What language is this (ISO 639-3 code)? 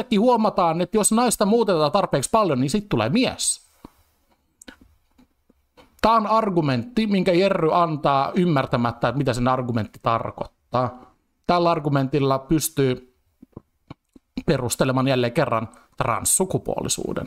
fin